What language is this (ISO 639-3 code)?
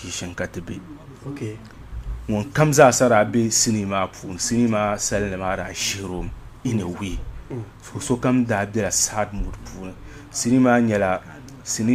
dag